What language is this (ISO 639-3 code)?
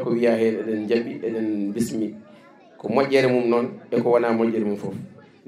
ful